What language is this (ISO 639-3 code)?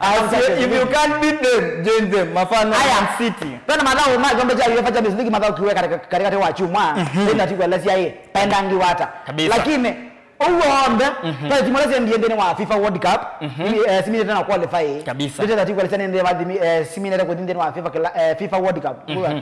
kam